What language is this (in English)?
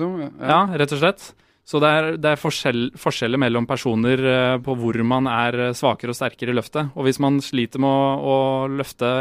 Norwegian